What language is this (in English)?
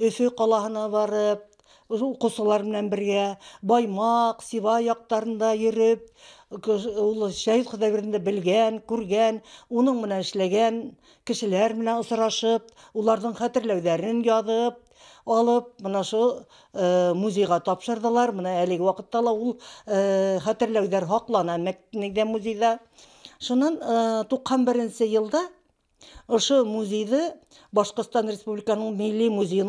Bashkir